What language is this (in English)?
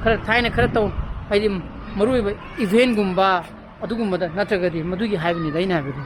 Manipuri